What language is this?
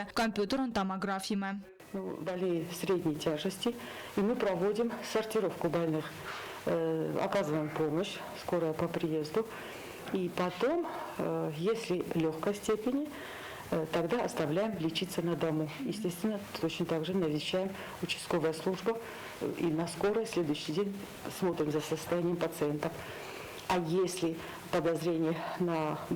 Ossetic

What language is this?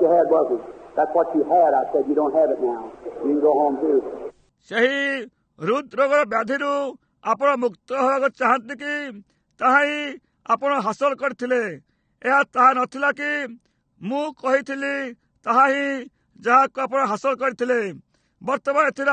Odia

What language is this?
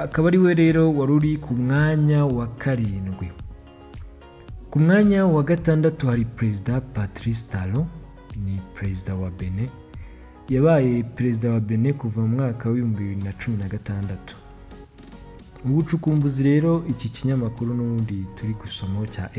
Kinyarwanda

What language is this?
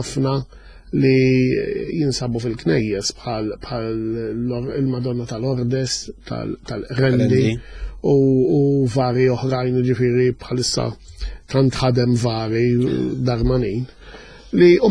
Maltese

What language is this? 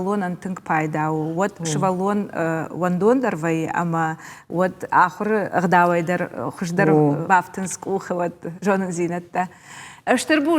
Ossetic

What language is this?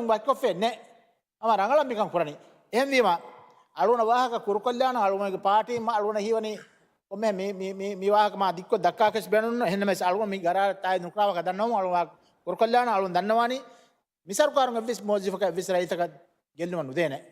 Divehi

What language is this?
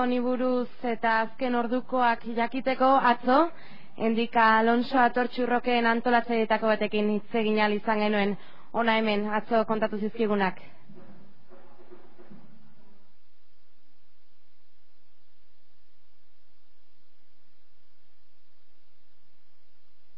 Basque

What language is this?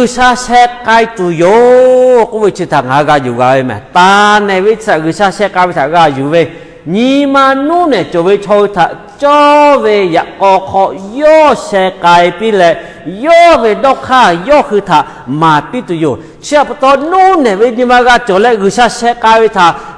Lahu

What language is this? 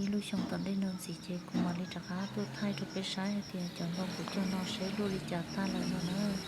Hmong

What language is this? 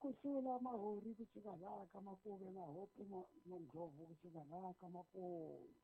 Tsonga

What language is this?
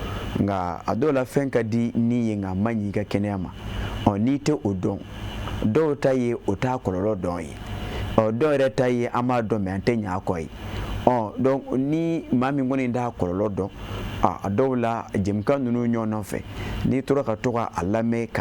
Bambara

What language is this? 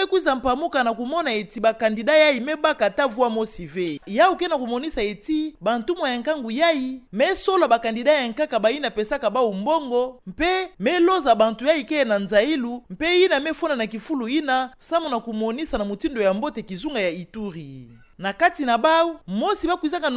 Kituba (Democratic Republic of Congo)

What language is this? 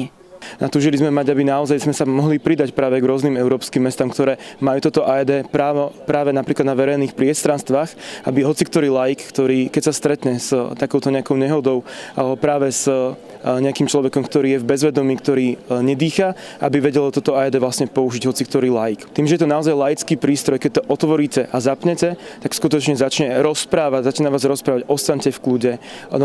Slovak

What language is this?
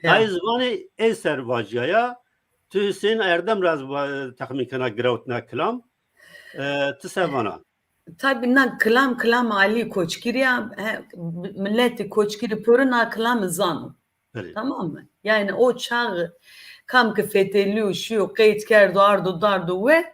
Zaza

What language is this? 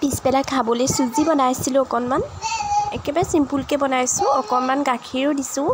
Assamese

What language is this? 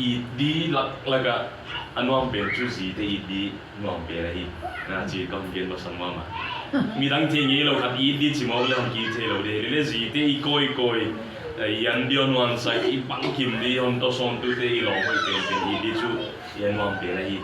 Tedim Chin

